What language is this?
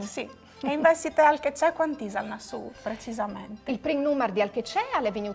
Friulian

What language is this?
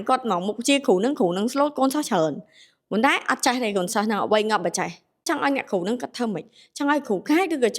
Khmer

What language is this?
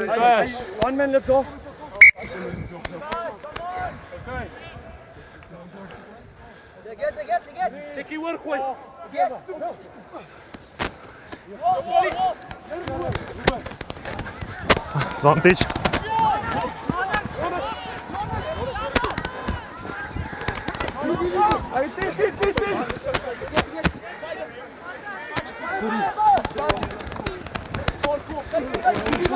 Afrikaans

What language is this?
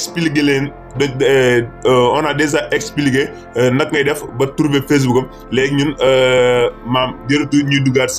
Wolof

